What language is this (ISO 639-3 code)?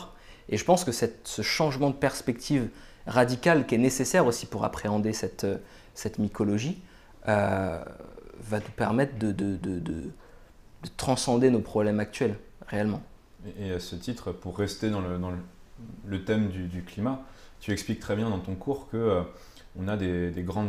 fra